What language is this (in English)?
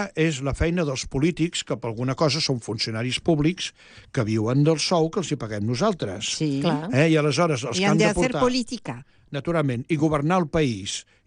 Catalan